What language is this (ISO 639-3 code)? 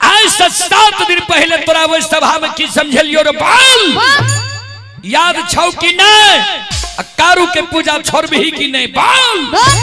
mai